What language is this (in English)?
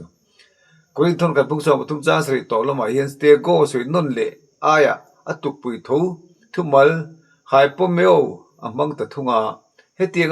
Mizo